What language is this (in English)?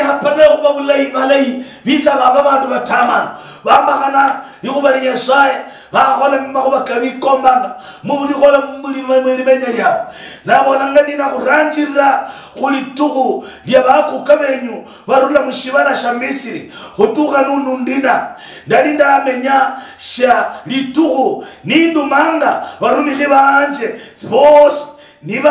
Luyia